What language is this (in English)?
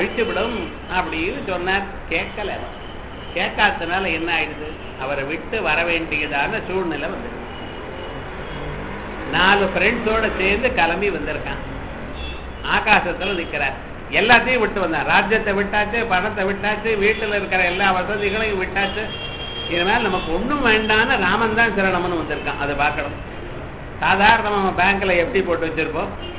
Tamil